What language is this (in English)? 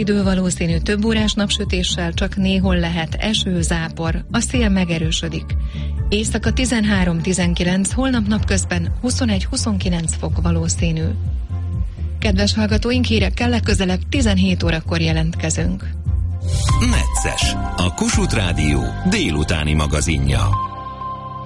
Hungarian